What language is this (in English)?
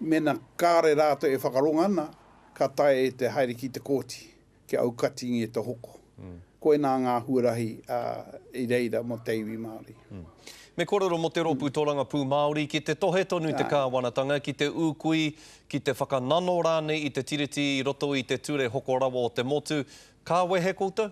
Māori